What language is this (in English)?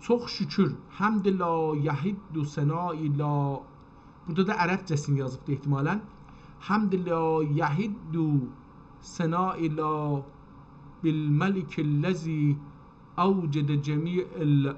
South Azerbaijani